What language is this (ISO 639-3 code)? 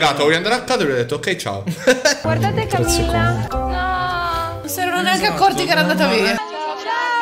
ita